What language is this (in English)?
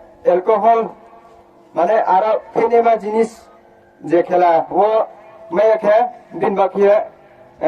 Riang (India)